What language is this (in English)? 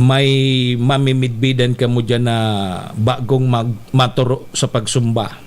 Bikol